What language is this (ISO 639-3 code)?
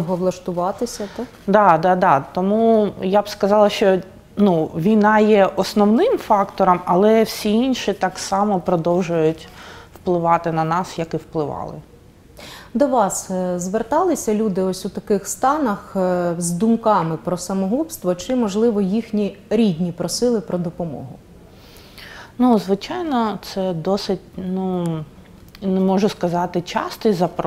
ukr